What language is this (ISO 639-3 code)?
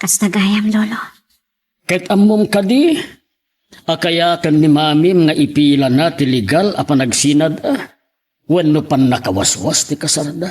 ilo